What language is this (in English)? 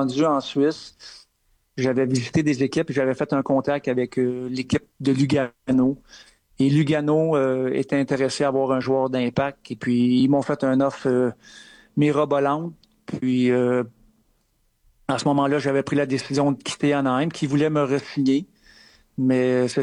French